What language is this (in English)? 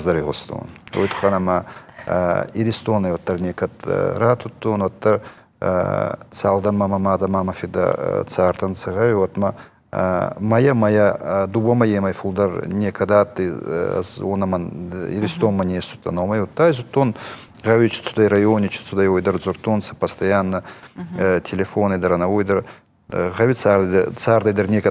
Ossetic